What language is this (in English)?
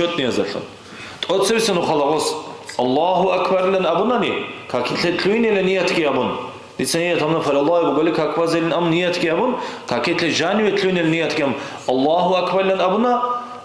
Avaric